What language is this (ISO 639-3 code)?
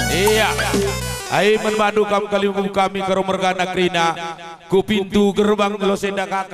btx